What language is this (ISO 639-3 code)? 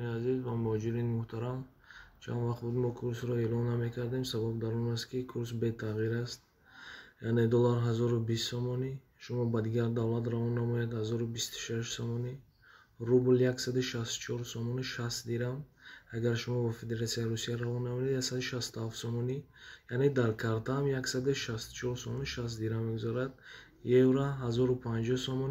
tgk